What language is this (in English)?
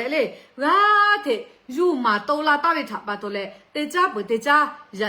Lahu